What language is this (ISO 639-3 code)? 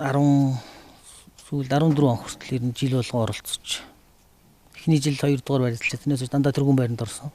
mon